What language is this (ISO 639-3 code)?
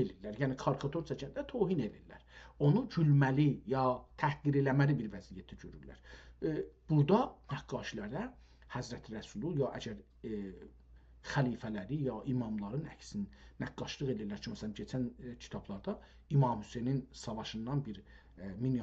azb